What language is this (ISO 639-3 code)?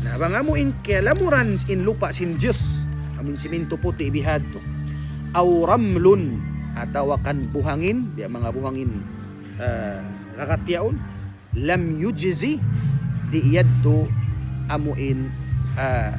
tsg